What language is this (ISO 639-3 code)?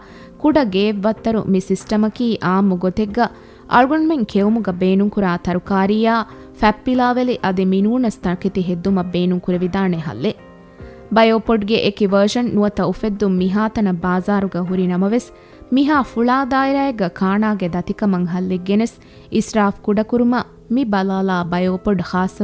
div